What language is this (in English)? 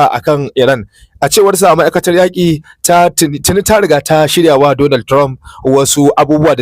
Hausa